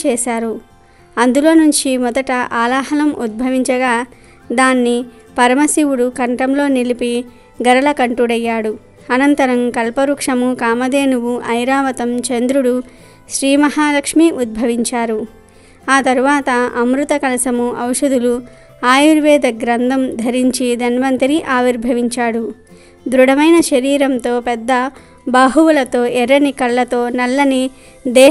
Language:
Telugu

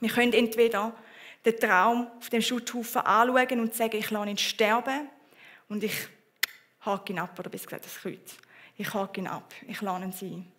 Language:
Swiss German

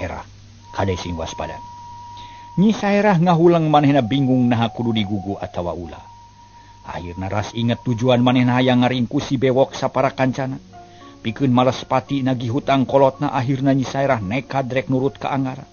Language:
Sundanese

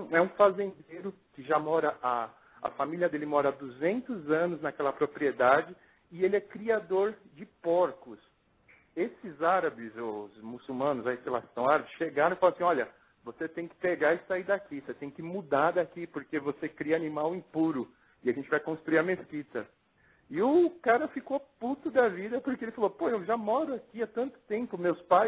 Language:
Portuguese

